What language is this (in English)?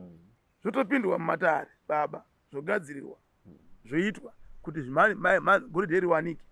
Shona